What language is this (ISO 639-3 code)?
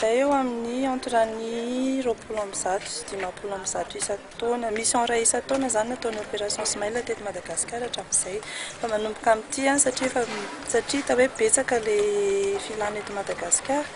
mlg